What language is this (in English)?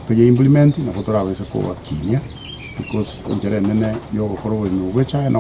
Gusii